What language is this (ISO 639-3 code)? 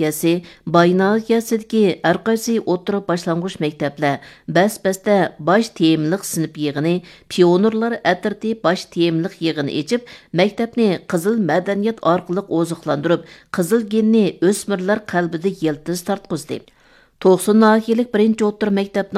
uig